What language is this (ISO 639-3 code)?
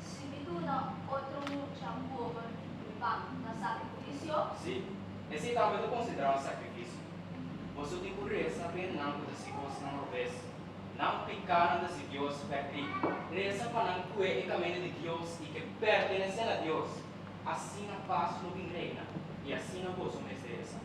pap